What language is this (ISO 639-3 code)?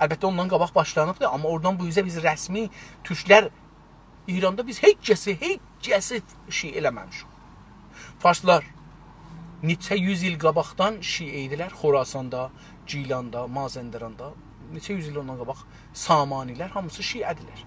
azb